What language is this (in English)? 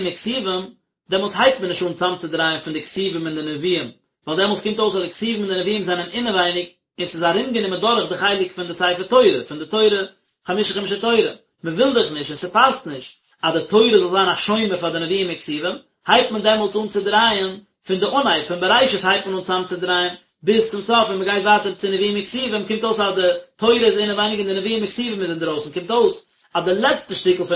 Yiddish